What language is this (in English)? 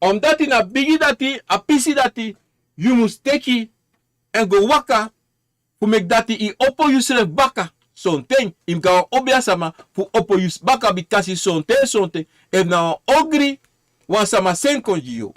Sranan Tongo